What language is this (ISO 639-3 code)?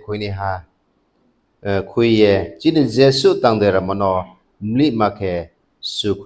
ria